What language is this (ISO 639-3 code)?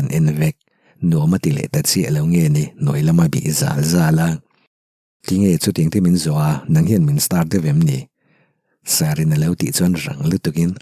lus